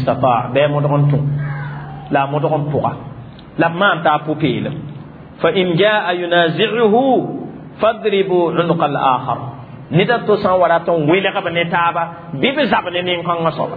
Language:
Mossi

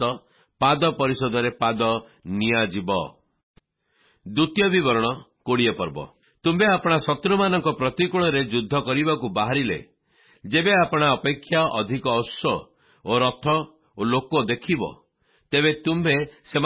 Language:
Odia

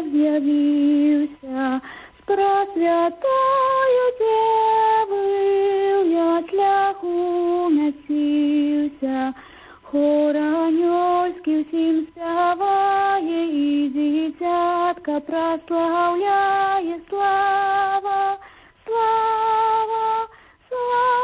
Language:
Belarusian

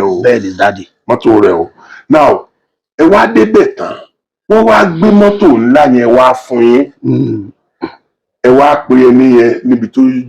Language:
Yoruba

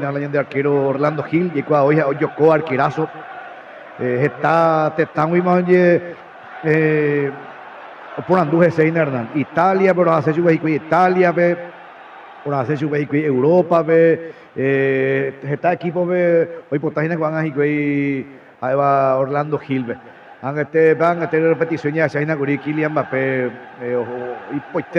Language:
Guarani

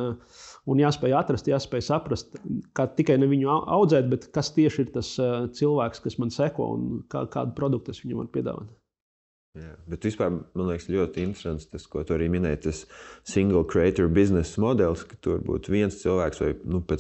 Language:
Latvian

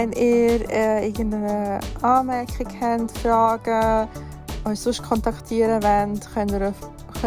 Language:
Swiss German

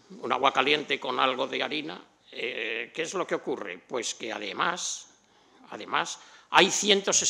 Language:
Spanish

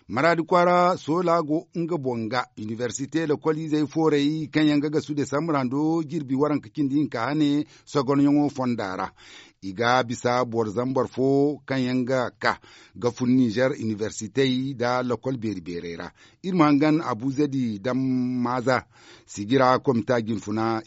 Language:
Zarma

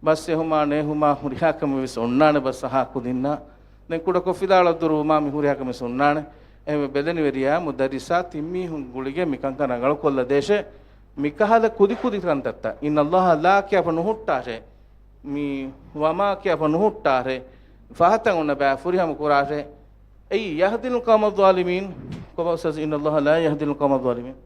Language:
Divehi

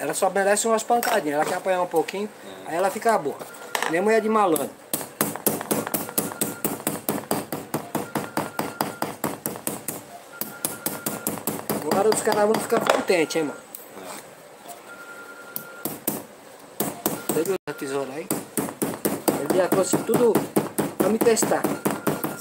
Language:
Portuguese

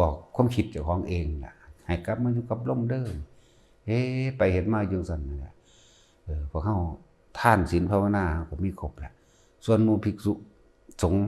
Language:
Northeastern Thai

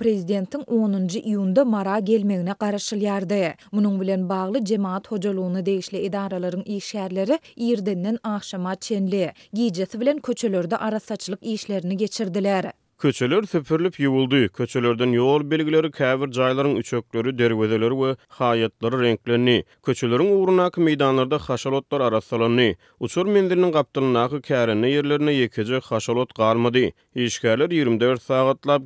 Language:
Turkmen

